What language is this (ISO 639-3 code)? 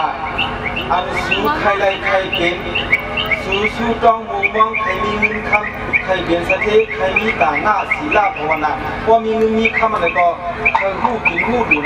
shn